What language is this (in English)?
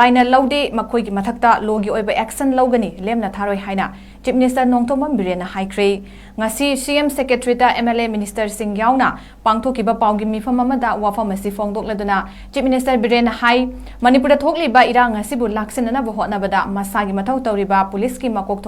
Manipuri